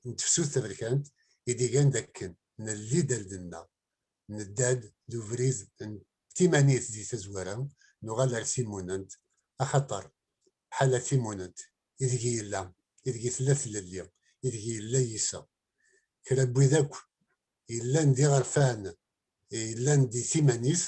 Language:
Kabyle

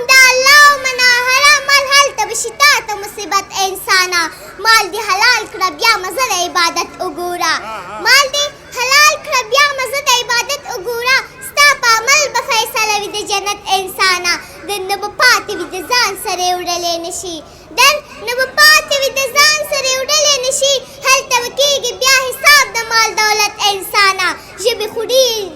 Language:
Pashto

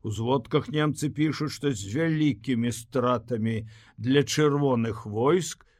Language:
Belarusian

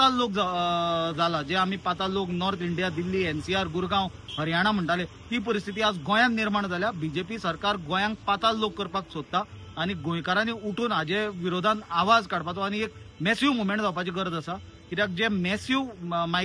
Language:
Konkani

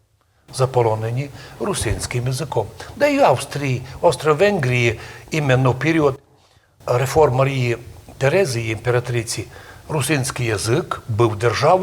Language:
Rusyn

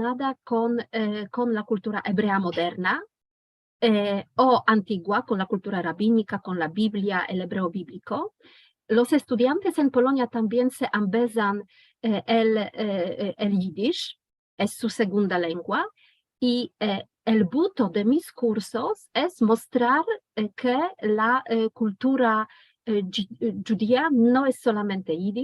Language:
Ladino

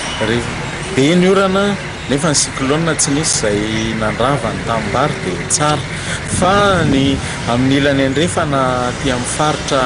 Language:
Malagasy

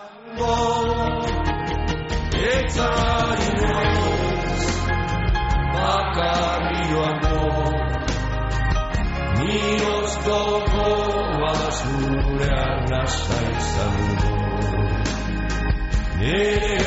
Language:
Basque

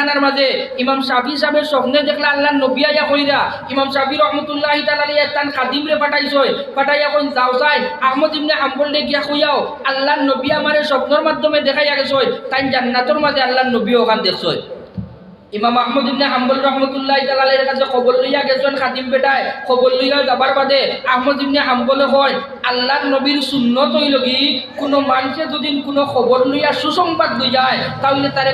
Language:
Sylheti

